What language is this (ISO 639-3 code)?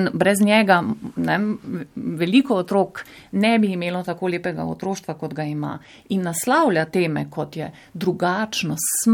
slv